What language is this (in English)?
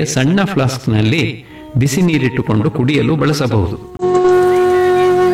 Kannada